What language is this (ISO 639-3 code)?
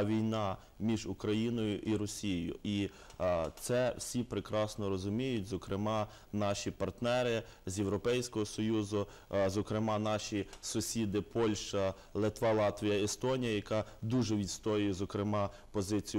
ukr